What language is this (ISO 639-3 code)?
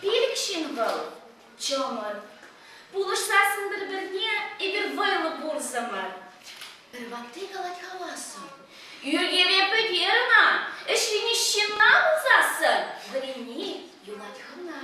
chv